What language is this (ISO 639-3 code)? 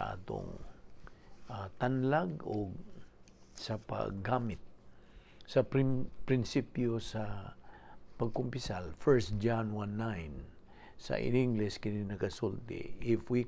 ceb